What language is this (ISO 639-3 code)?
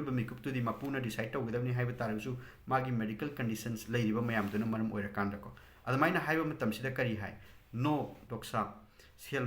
mni